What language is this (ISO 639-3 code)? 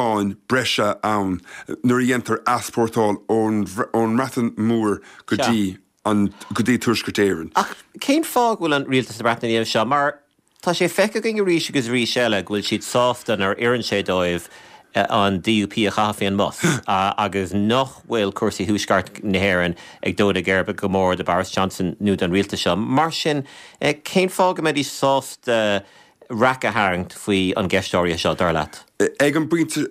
gle